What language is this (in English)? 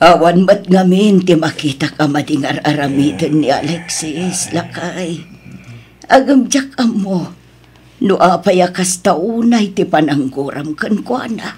Iloko